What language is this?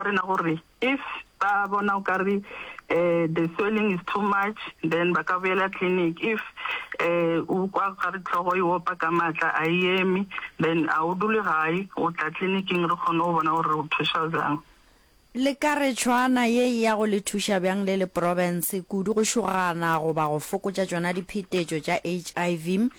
Northern Sotho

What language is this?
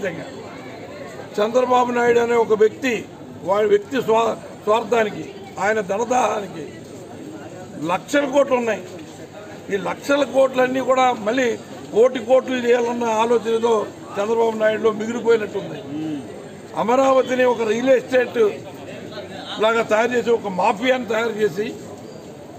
Telugu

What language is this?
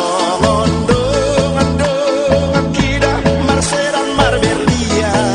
Batak Toba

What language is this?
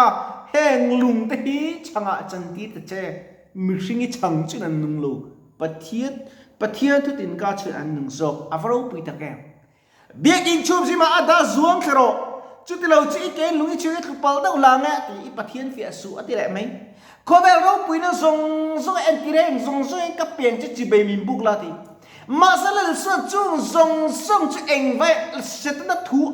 Mizo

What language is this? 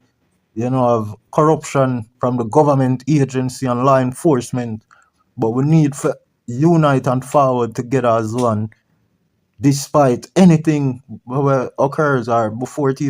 Jamaican Creole English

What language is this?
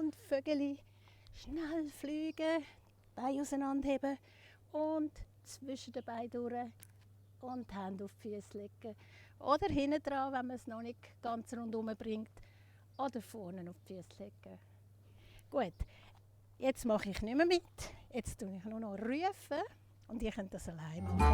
Swiss German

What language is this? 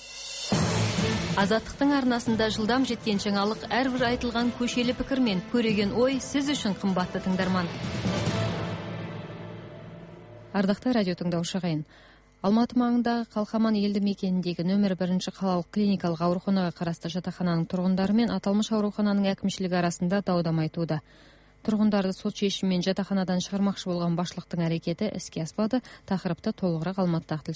Kazakh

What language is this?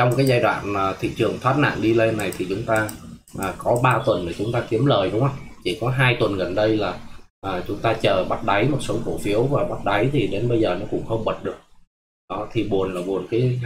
Vietnamese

